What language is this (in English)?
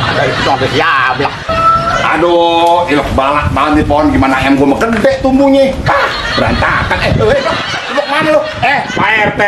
Betawi